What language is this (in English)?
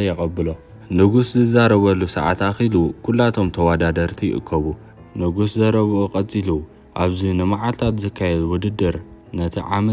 Tigrinya